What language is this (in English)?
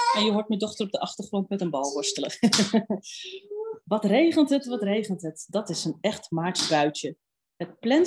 Dutch